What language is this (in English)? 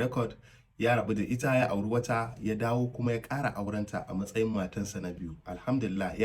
Hausa